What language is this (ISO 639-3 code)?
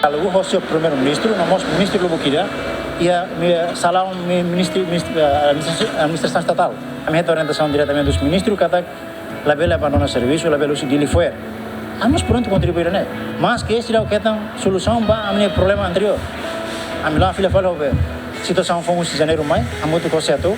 tet